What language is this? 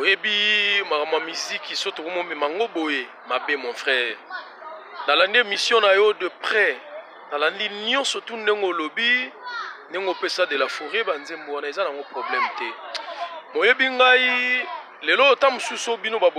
Lingala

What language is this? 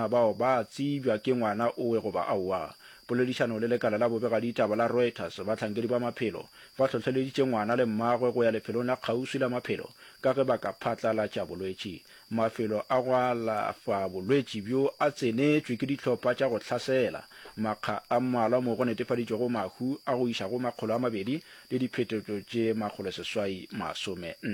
Northern Sotho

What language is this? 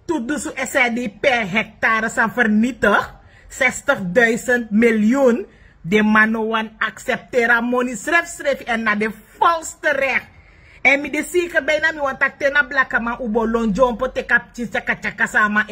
Sranan Tongo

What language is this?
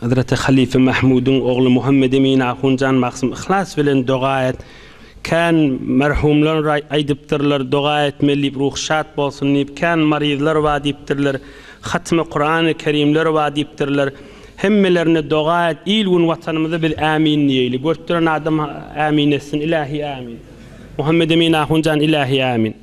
Turkmen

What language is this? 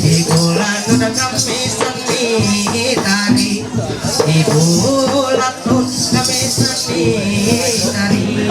Ma'anyan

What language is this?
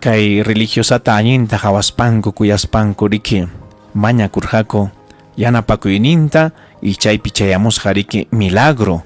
Ayacucho Quechua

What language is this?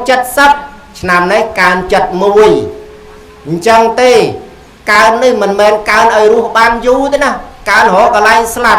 Khmer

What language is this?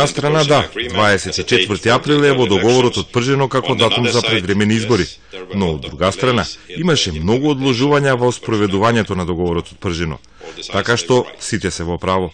Macedonian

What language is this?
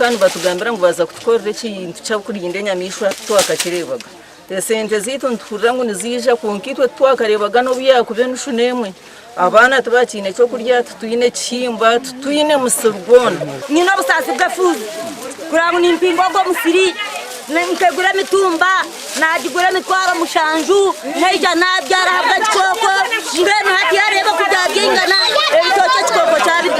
Nyankole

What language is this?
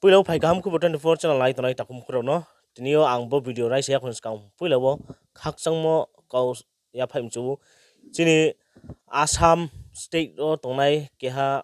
Riang (India)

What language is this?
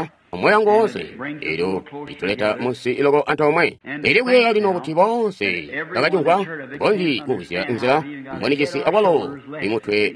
Tonga (Zambia)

